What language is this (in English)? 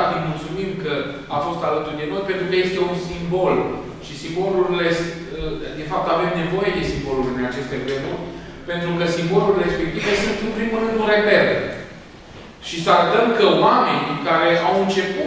Romanian